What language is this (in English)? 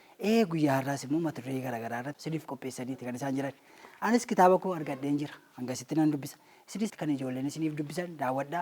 Oromo